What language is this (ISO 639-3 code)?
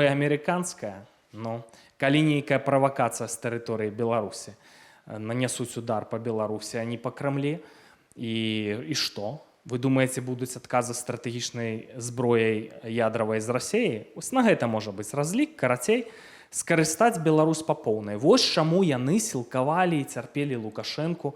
bel